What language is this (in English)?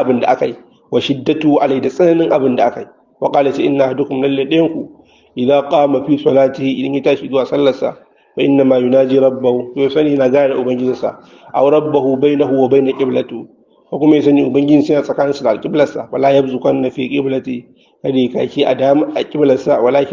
Hausa